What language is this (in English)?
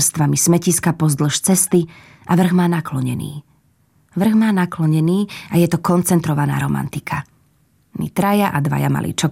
Slovak